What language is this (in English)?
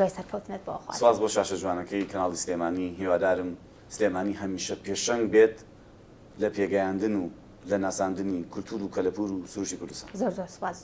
Central Kurdish